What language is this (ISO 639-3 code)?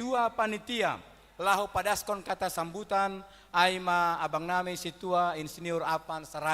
bts